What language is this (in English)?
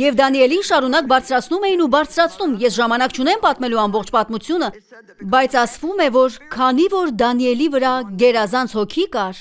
Armenian